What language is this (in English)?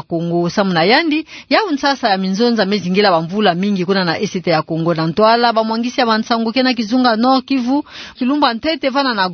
Kituba (Democratic Republic of Congo)